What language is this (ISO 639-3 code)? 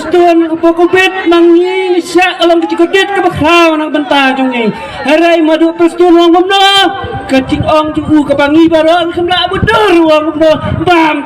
kha